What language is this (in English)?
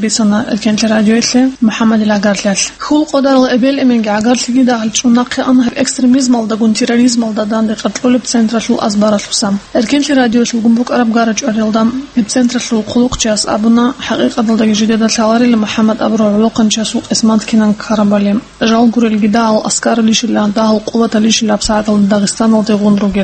Avaric